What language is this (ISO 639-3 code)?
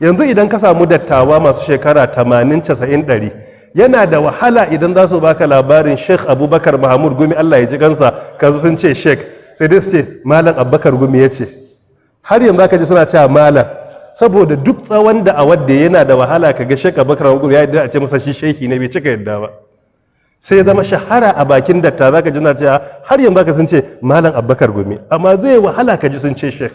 hau